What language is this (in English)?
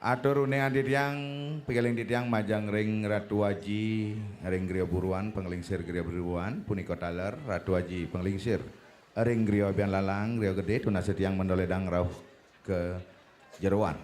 Balinese